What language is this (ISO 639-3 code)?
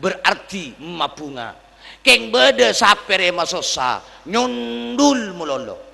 mad